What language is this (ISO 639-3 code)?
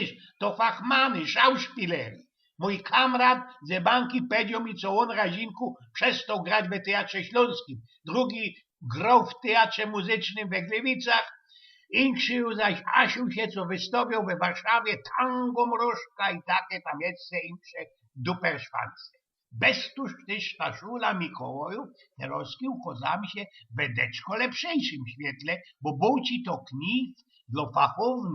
szl